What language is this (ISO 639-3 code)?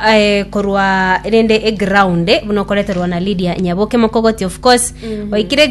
guz